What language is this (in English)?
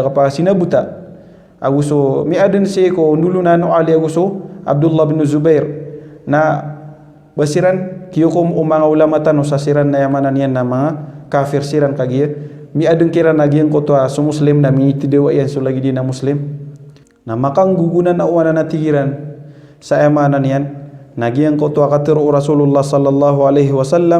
Maranao